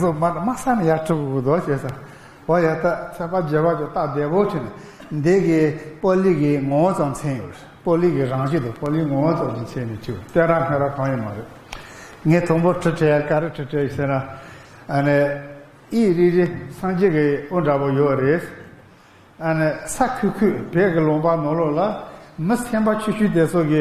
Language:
Tibetan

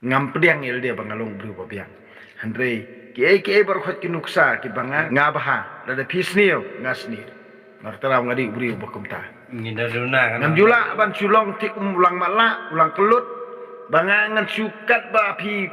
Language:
Khasi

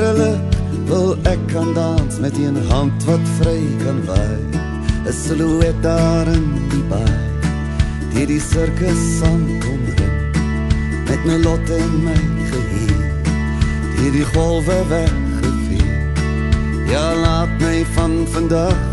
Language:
Afrikaans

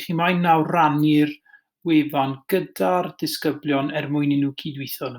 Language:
Welsh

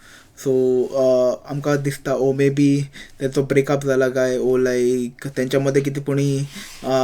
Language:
Konkani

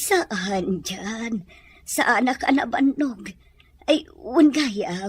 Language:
Iloko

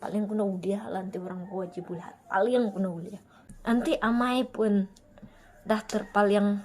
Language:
Iban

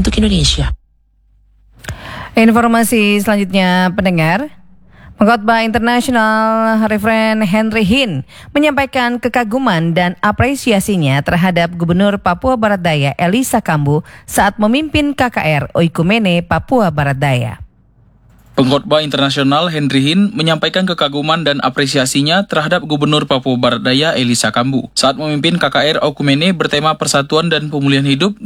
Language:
Indonesian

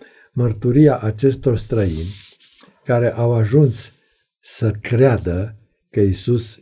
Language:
Romanian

